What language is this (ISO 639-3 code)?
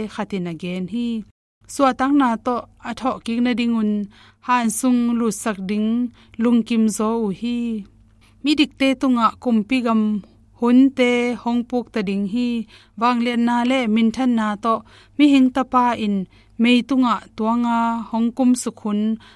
ctd